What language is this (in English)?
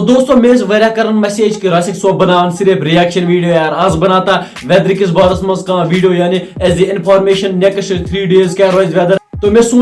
Kashmiri